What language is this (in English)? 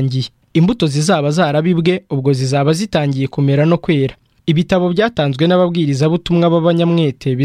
Kinyarwanda